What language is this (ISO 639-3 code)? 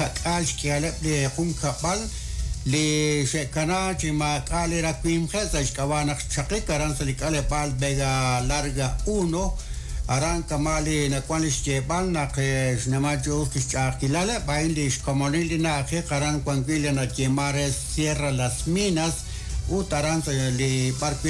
kek